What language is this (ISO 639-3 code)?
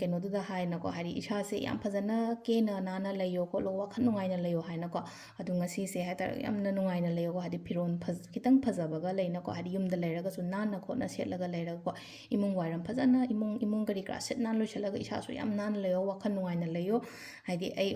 mni